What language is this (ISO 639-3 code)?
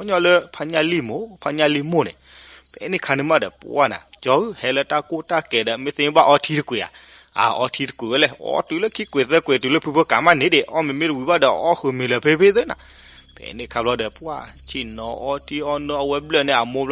ksw